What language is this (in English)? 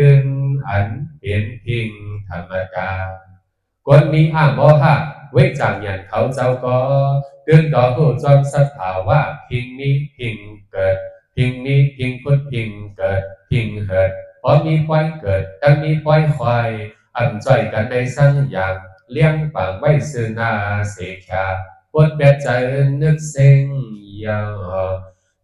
Shan